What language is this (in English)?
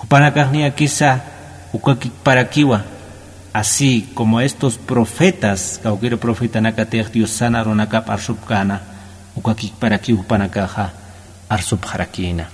Aymara